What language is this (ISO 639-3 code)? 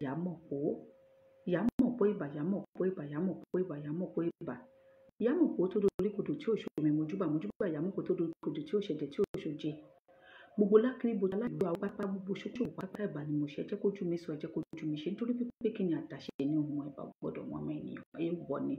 yor